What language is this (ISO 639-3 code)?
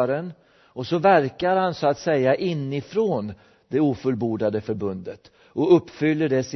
swe